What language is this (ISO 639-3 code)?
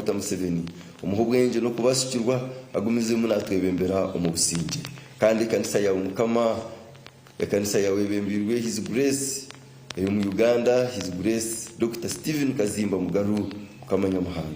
nyn